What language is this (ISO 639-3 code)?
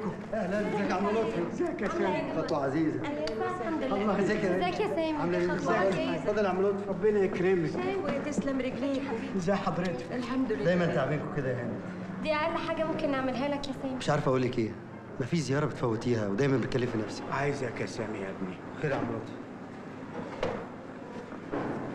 arz